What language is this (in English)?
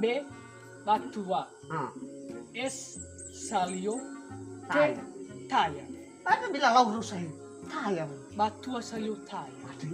Nias